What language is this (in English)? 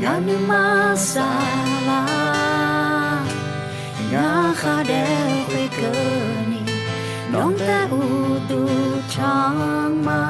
Akha